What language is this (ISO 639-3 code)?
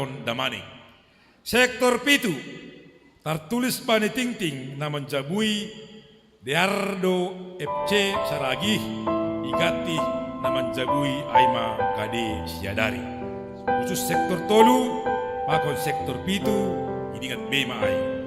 bts